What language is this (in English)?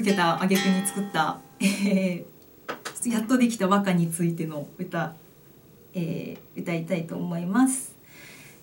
Japanese